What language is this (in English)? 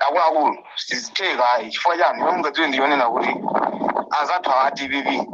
Nyanja